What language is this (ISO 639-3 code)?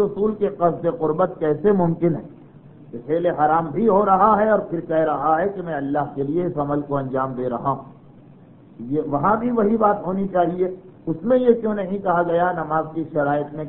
urd